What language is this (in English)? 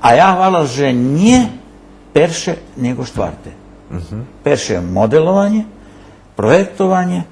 Rusyn